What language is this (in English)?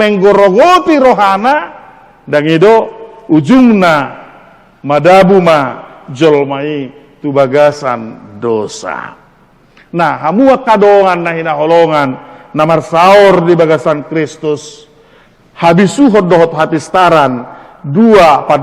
Batak Toba